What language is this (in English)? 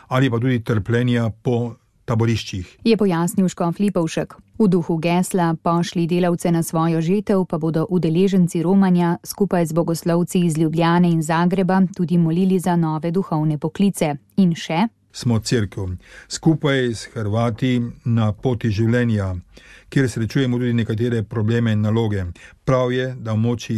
Slovenian